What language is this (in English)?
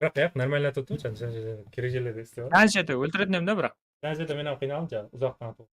Kara-Kalpak